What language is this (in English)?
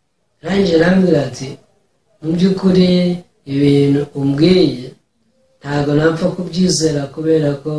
Kinyarwanda